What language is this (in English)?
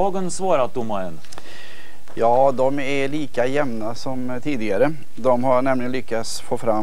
Swedish